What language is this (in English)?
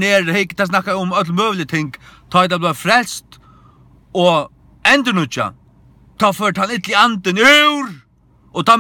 Faroese